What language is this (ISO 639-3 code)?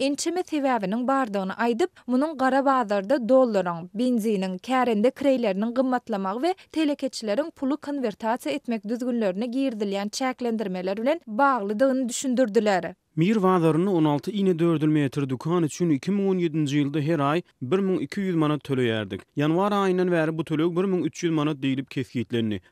tuk